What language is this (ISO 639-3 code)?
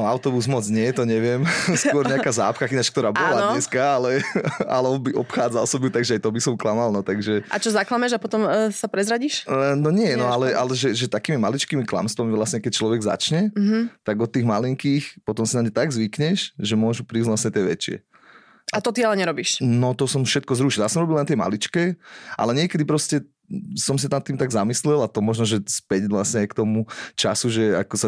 slk